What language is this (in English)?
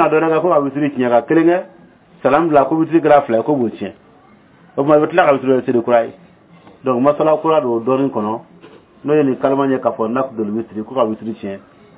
Dyula